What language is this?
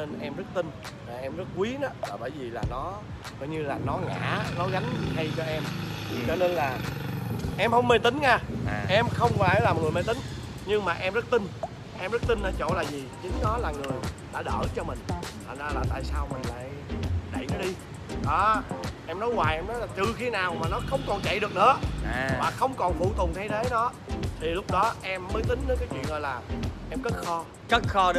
Vietnamese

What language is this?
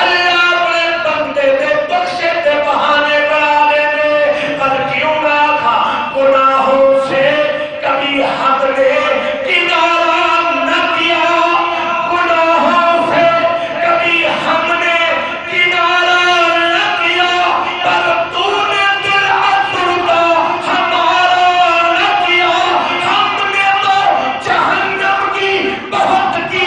Saraiki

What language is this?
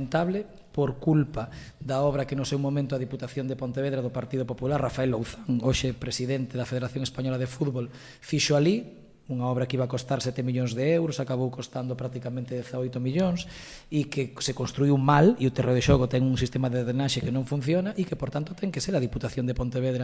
Galician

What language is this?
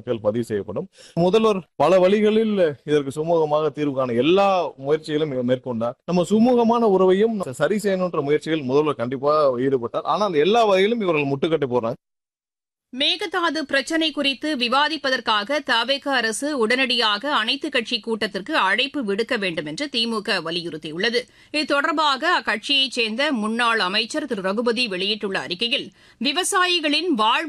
Tamil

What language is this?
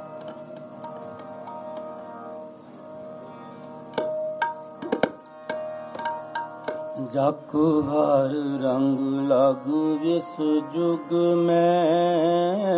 Hindi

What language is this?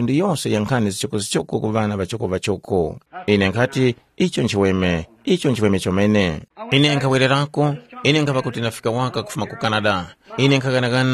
Tumbuka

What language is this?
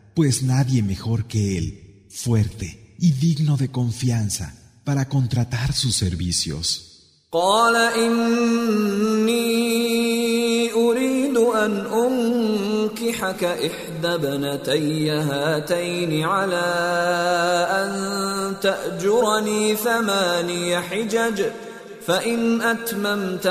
Spanish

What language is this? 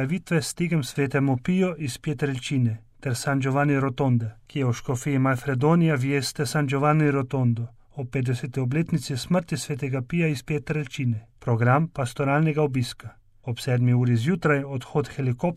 Slovenian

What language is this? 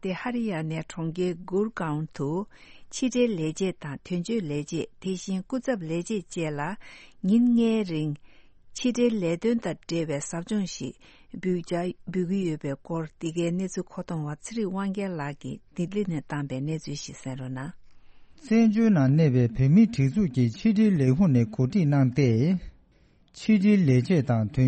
Tibetan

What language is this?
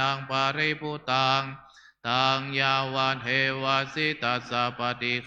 Pali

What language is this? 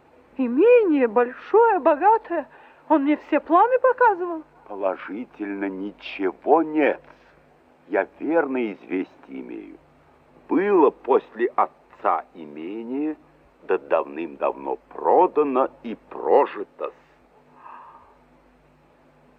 Russian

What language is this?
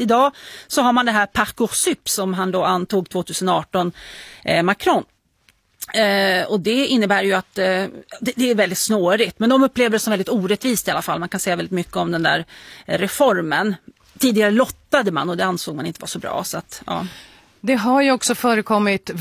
Swedish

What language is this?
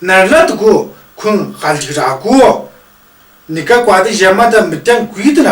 Tu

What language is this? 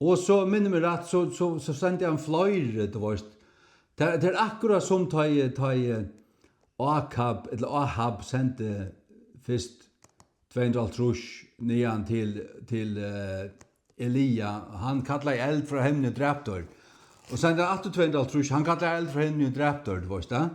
Faroese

